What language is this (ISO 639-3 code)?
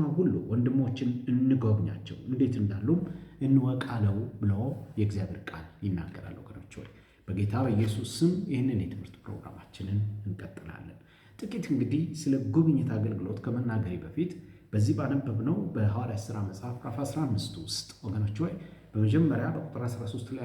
amh